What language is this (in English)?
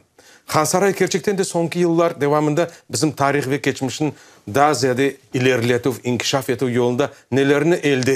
Crimean Tatar